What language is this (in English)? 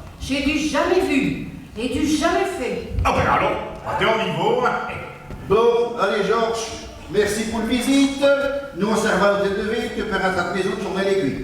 Picard